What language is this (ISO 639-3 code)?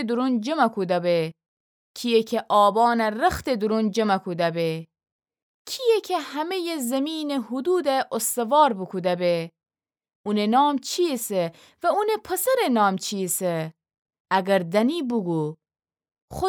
glk